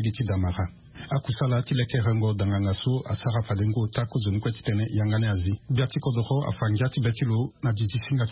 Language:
Sango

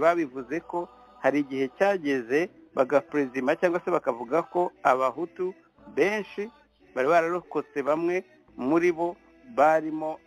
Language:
Kinyarwanda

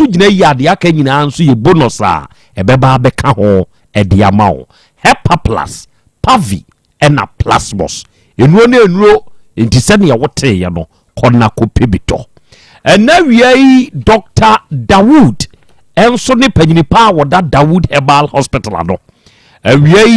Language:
Akan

